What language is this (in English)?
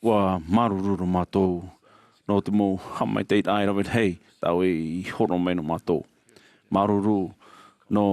Tahitian